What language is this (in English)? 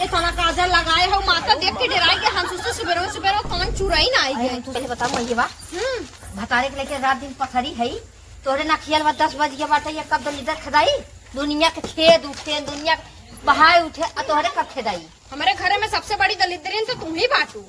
Awadhi